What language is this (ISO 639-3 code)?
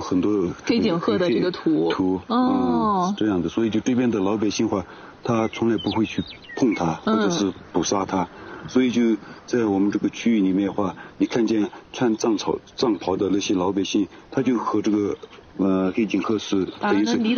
zho